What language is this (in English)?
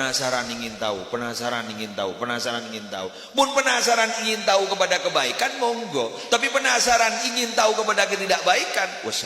Madurese